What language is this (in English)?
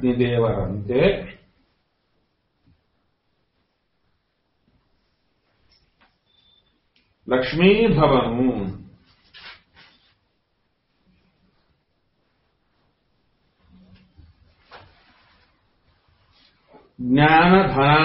Kannada